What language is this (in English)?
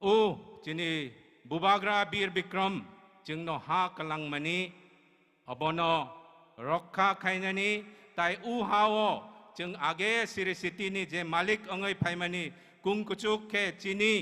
Kok Borok